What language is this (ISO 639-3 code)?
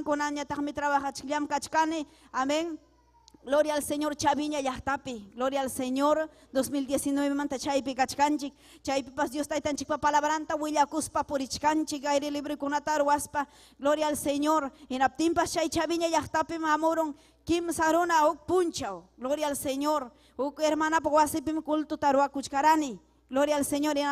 quy